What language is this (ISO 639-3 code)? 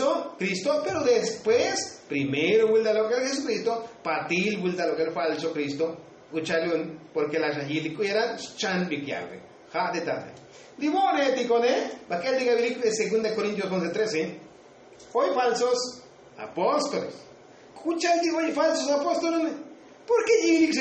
tzo